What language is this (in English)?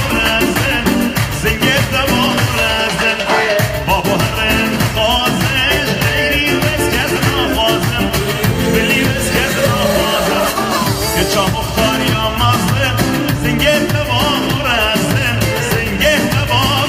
Kurdish